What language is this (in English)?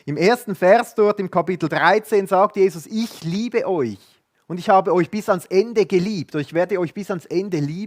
Swiss German